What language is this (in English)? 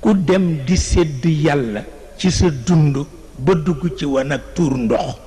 Wolof